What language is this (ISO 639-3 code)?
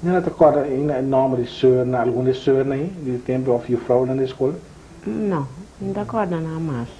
pap